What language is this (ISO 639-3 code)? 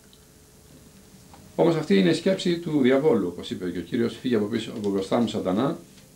ell